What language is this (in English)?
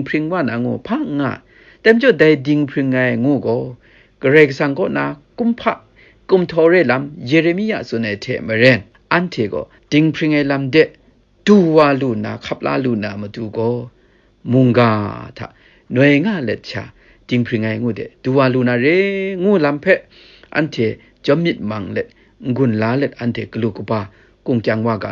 Kachin